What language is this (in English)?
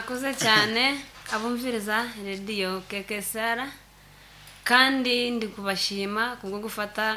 Nyankole